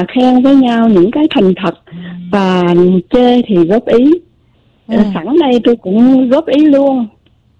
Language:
Vietnamese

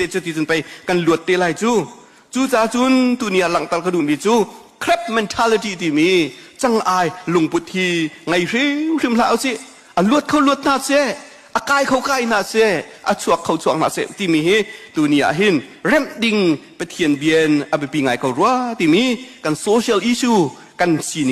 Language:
Hakha Chin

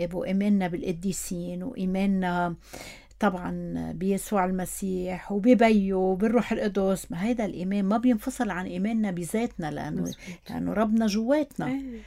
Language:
North Levantine Arabic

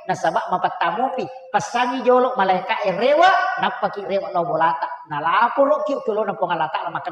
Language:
Buginese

